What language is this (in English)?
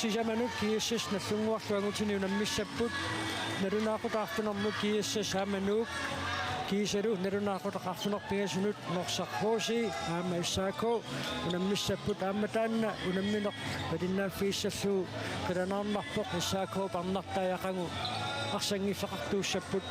Kalaallisut